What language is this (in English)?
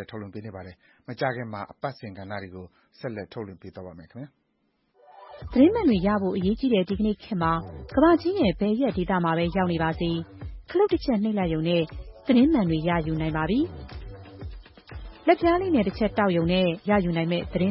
Burmese